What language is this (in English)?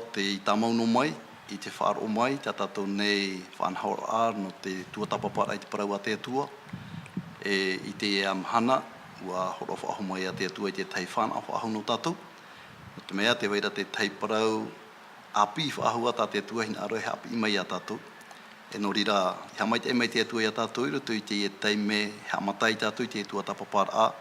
Tahitian